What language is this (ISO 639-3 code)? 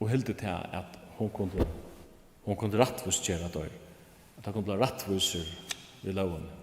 fao